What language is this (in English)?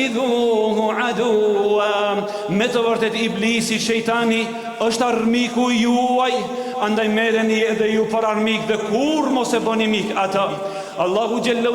Albanian